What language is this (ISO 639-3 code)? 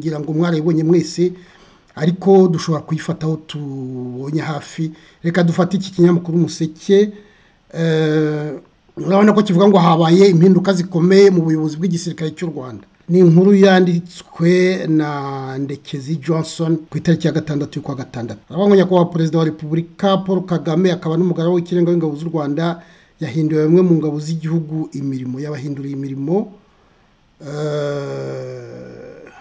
kin